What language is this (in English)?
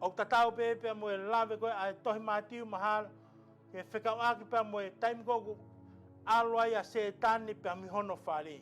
Tongan